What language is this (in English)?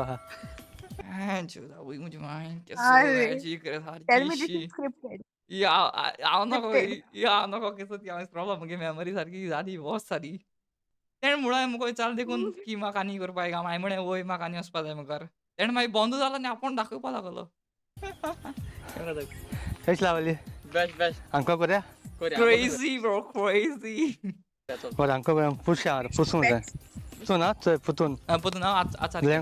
Konkani